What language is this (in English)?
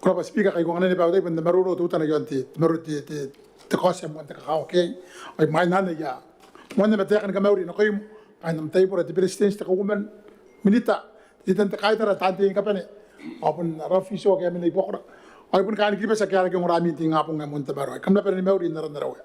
Gilbertese